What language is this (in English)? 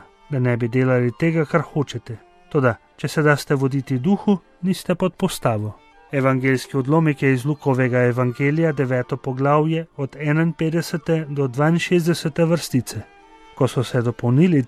Slovenian